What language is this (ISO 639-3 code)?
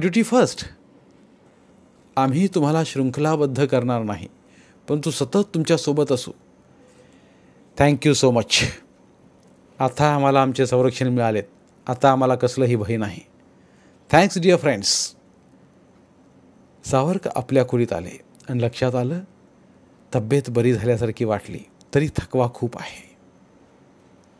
mar